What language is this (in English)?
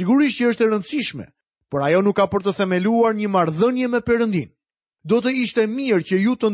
Albanian